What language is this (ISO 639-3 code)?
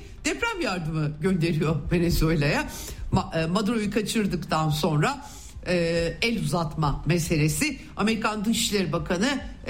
tur